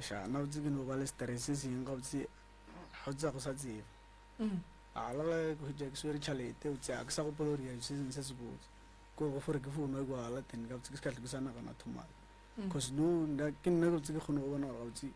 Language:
Northern Sotho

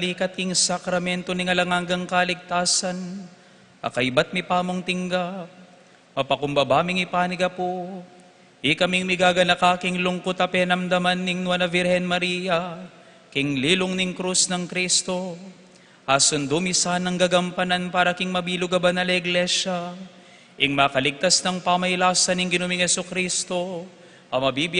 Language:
Pampanga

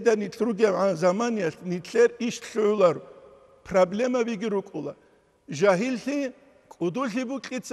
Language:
Avaric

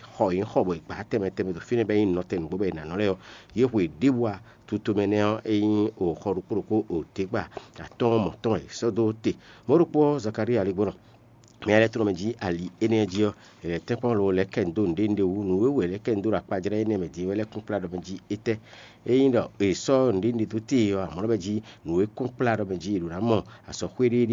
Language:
Fon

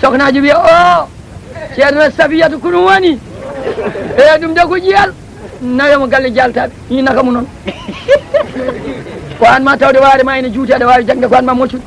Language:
Fula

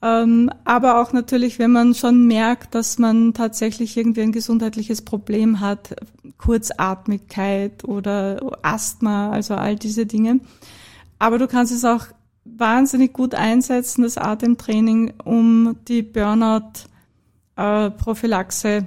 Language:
German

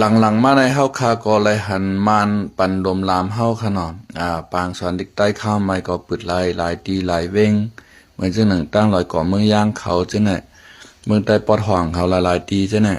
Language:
Shan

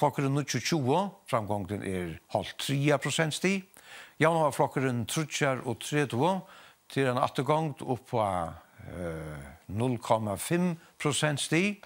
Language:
Faroese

